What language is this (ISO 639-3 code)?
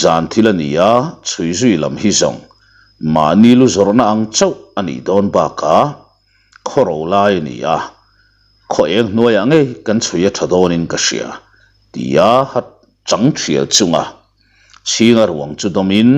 lus